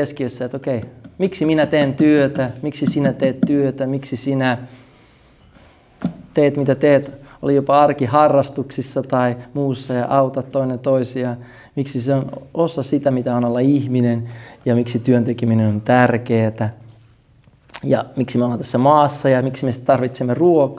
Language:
Finnish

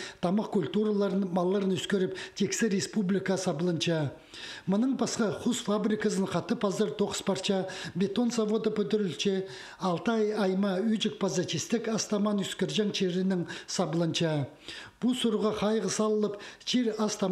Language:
Khakas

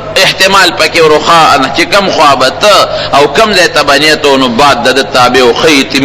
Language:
Pashto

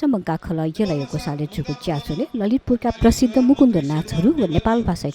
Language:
Newari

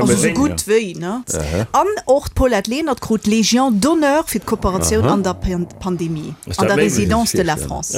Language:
Luxembourgish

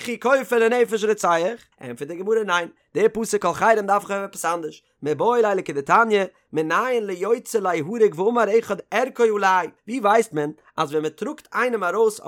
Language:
Yiddish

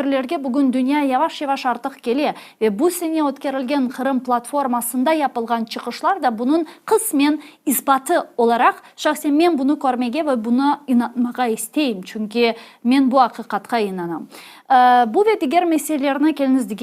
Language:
Crimean Tatar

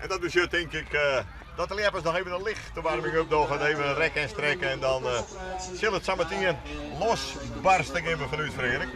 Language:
Western Frisian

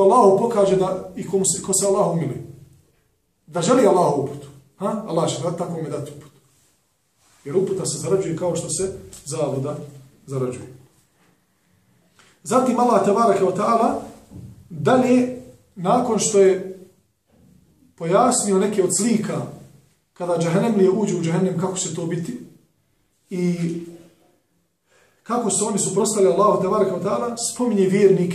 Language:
Bosnian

